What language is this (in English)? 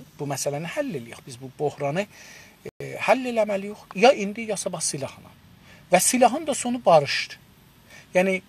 South Azerbaijani